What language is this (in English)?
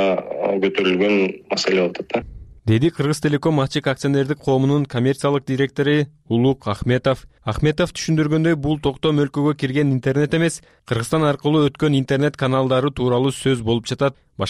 Kyrgyz